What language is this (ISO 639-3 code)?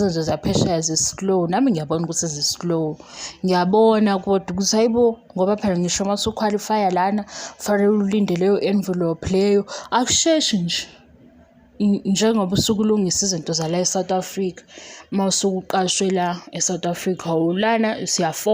zul